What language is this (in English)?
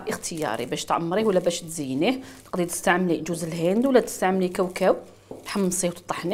Algerian Arabic